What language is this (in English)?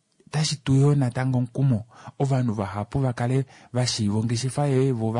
Kuanyama